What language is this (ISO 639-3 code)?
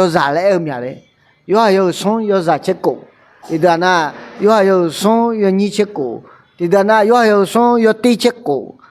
ahk